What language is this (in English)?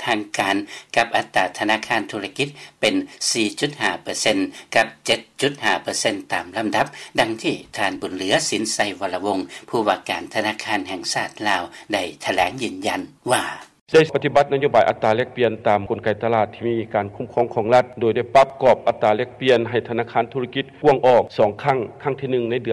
Lao